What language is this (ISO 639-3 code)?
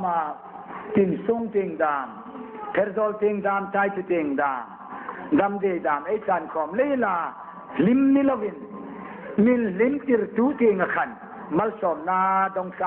hmr